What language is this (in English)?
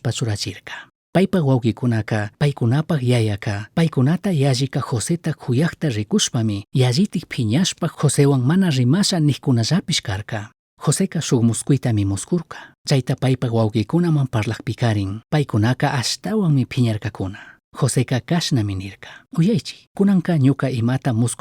Chimborazo Highland Quichua